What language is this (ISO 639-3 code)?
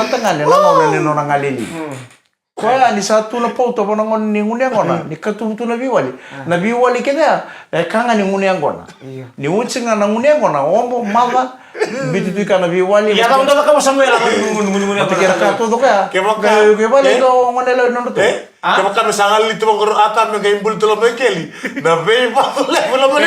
fij